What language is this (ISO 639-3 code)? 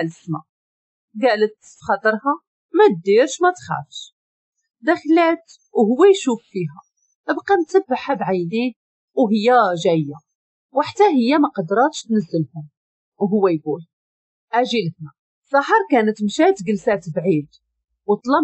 ary